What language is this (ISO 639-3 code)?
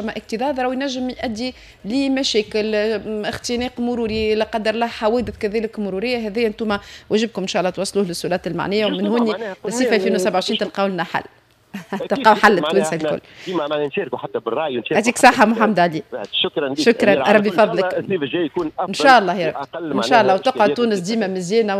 aeb